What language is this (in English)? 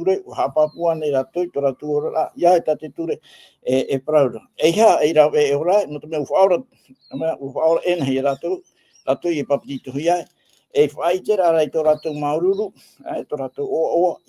Tahitian